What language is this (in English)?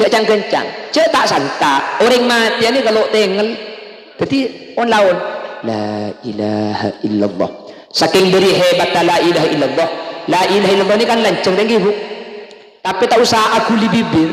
Madurese